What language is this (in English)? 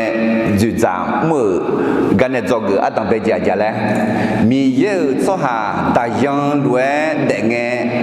Akha